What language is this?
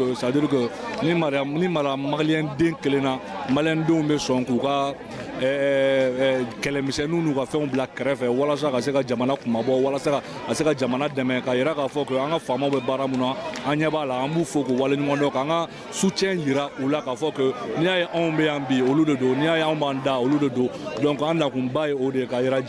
Bambara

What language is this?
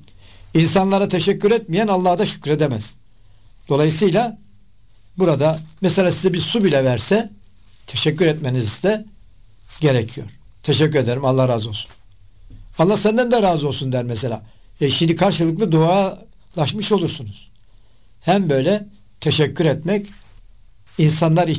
Turkish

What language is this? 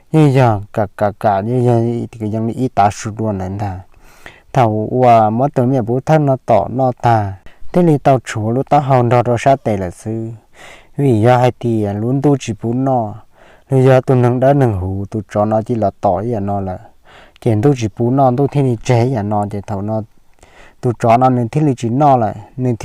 Hmong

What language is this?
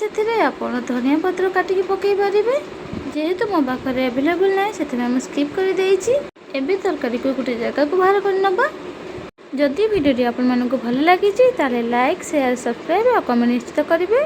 Odia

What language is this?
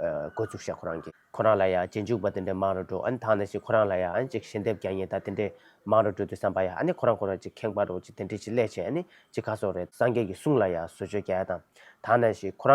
Tibetan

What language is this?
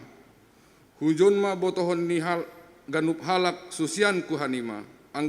Batak Simalungun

